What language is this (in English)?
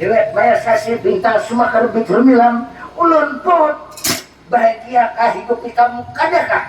Banjar